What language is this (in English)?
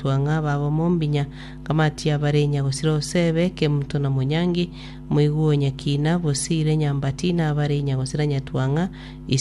Gusii